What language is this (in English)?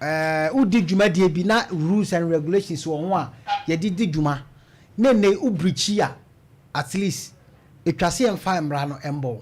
Akan